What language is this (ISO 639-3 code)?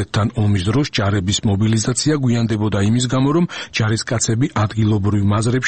kat